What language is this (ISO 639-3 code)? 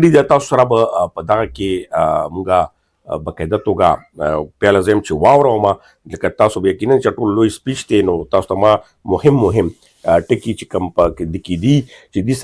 pus